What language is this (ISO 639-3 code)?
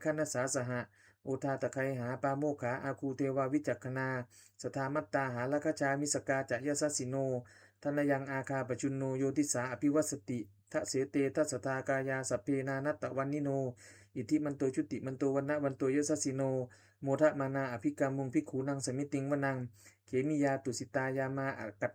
pli